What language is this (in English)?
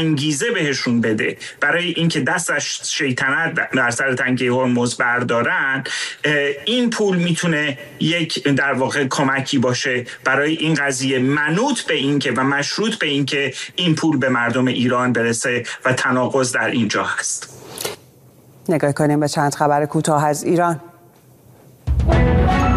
Persian